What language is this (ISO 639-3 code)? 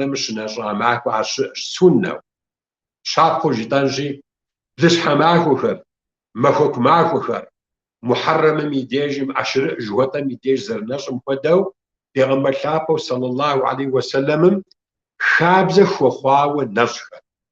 kbd